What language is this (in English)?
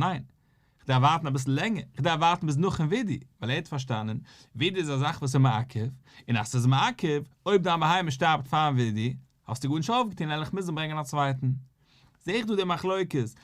Yiddish